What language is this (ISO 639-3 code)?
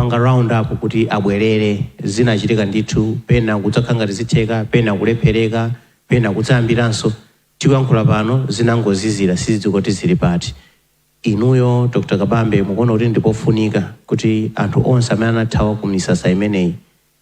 nya